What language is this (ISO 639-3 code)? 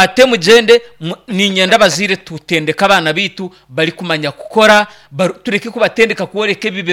nyn